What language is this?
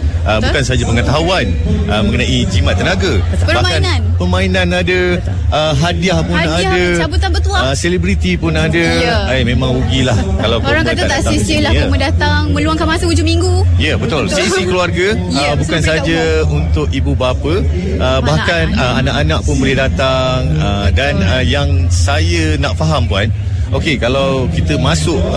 Malay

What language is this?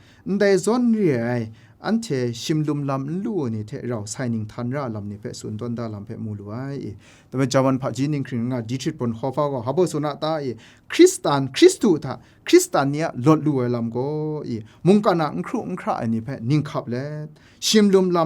Kachin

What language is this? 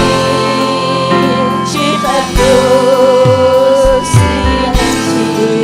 Ayacucho Quechua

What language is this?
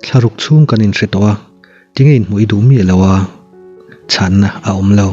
Mizo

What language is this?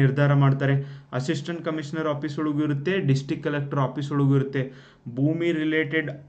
Kannada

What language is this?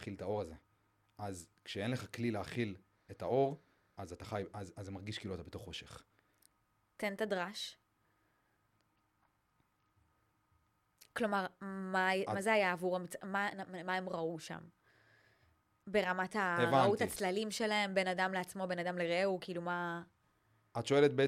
Hebrew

